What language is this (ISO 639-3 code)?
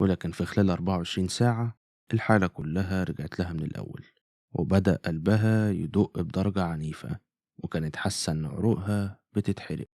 arz